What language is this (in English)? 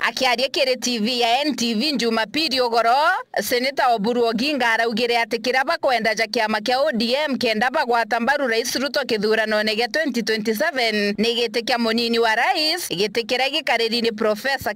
Meru